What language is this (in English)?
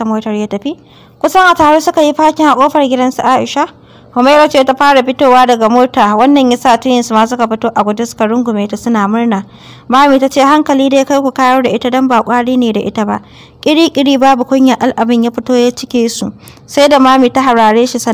Hausa